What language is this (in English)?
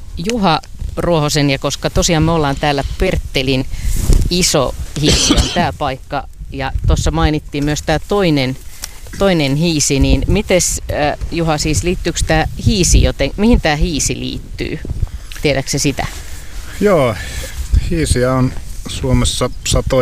Finnish